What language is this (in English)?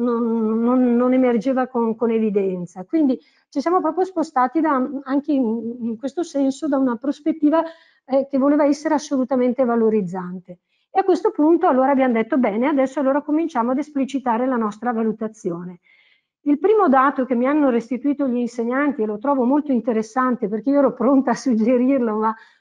Italian